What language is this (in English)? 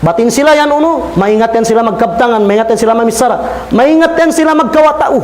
Tausug